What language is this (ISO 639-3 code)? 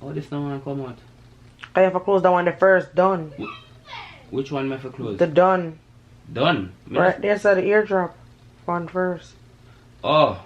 jam